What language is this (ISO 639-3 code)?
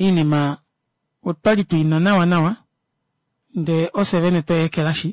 kua